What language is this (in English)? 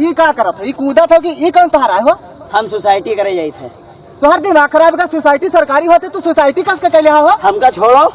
Awadhi